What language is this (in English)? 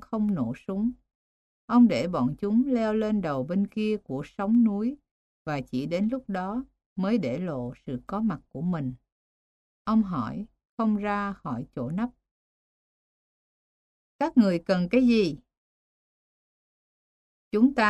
Vietnamese